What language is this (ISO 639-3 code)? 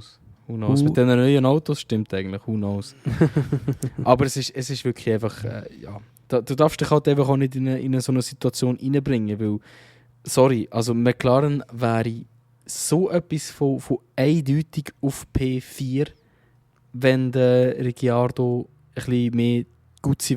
gsw